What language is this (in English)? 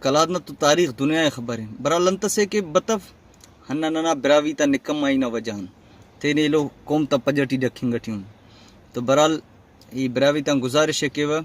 Brahui